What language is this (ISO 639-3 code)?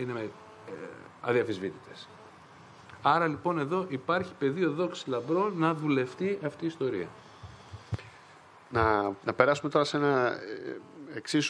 ell